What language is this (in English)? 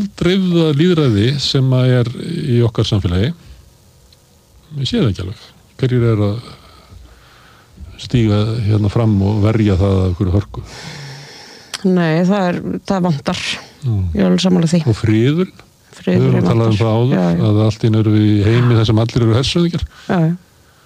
Icelandic